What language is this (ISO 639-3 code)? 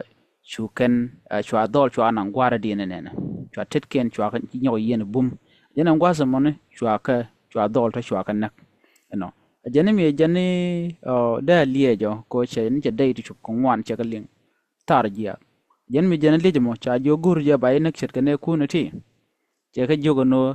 nus